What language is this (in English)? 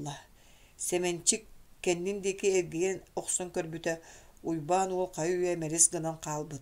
Yakut